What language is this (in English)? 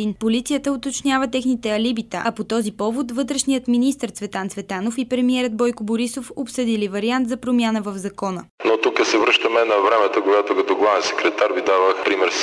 Bulgarian